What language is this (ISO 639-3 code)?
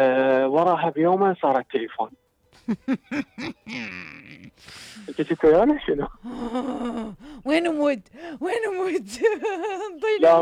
acm